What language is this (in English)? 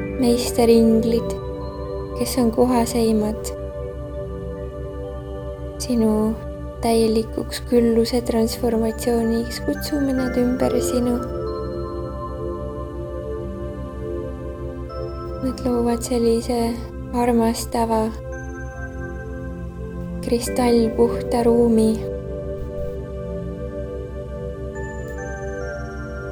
Estonian